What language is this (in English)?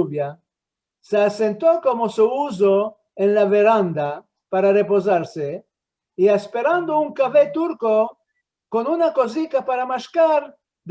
Ladino